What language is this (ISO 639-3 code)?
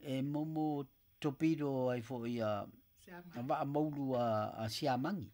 smo